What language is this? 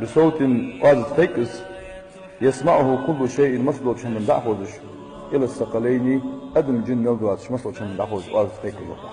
Ingush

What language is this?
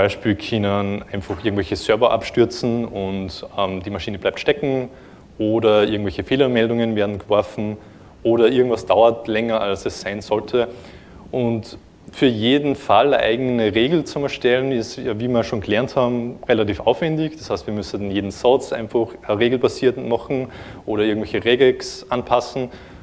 German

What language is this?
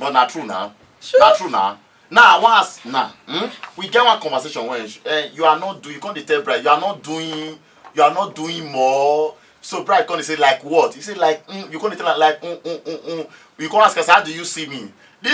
Nigerian Pidgin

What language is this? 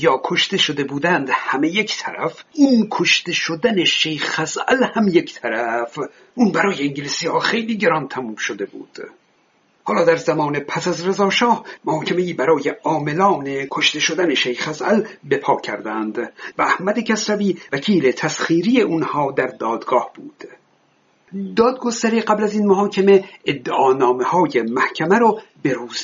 Persian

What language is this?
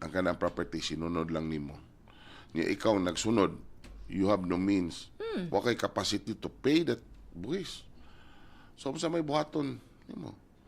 Cebuano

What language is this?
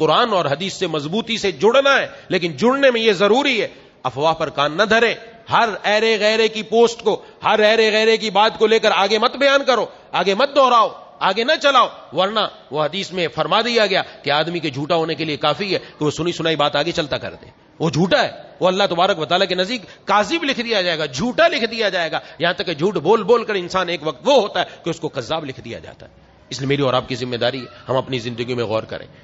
Urdu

